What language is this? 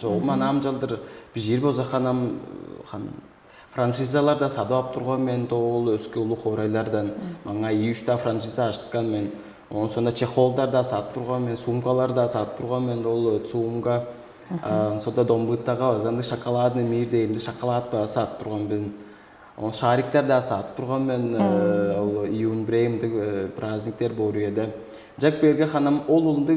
Tuvinian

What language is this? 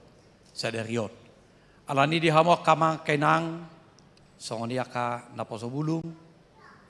Batak Toba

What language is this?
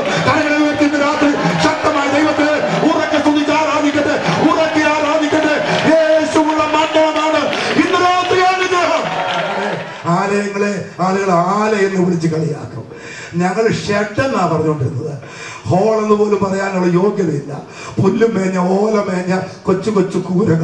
Malayalam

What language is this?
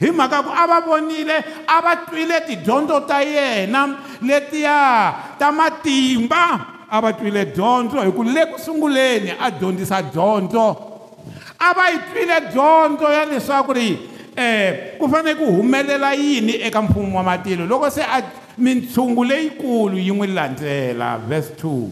Tsonga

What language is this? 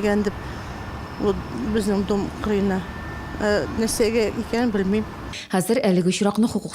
Tatar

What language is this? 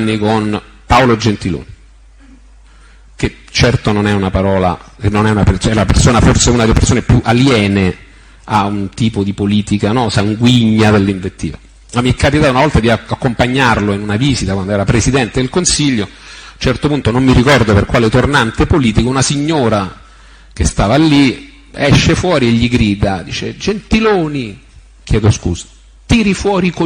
Italian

